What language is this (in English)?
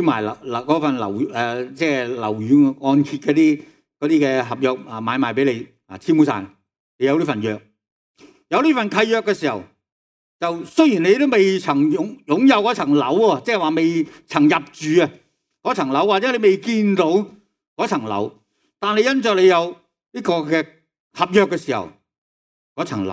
Cantonese